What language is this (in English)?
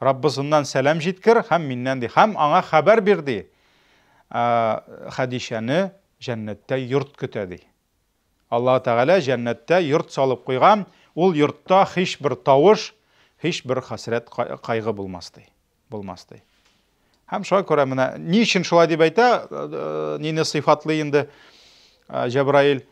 Tatar